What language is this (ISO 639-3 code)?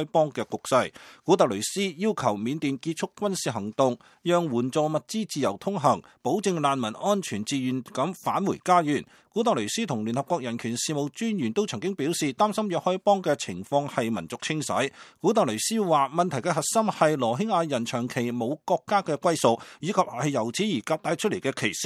yue